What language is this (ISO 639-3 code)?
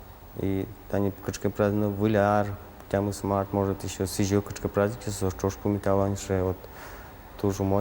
udm